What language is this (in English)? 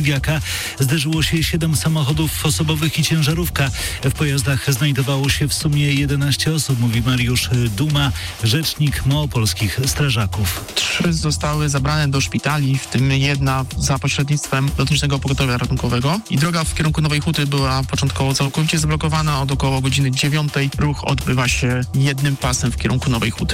Polish